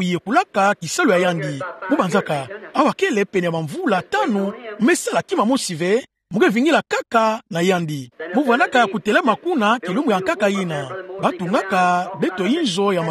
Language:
Kituba (Democratic Republic of Congo)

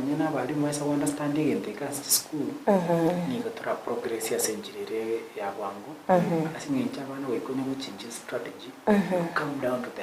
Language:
Gusii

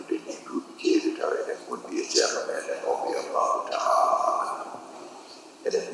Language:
Fula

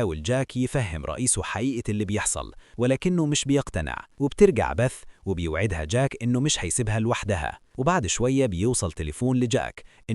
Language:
Egyptian Arabic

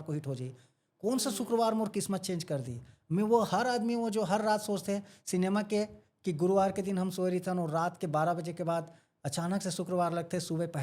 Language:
Chhattisgarhi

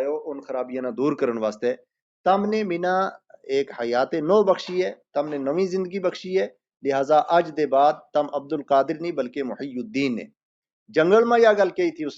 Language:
Gujari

